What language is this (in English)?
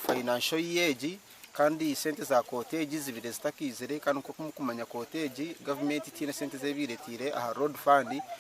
Nyankole